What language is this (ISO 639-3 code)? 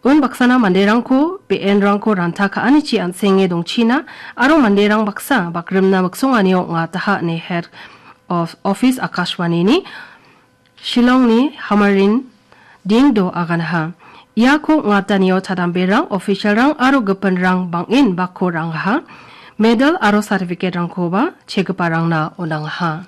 grt